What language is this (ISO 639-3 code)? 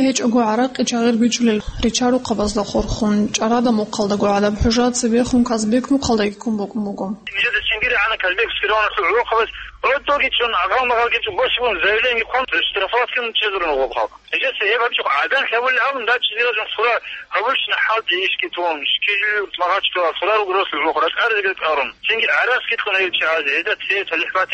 ava